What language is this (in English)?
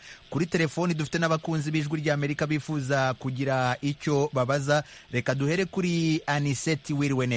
Kinyarwanda